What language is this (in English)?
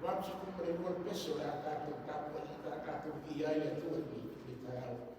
Samoan